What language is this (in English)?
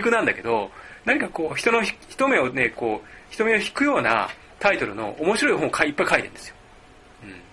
Japanese